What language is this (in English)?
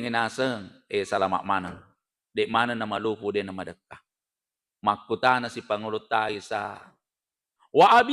Buginese